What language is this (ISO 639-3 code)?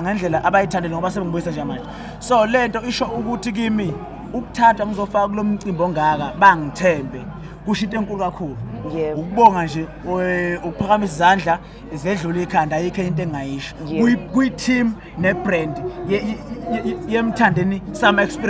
zul